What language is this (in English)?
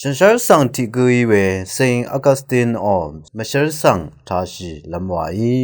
Rawang